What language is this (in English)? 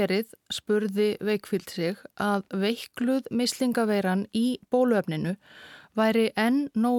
Icelandic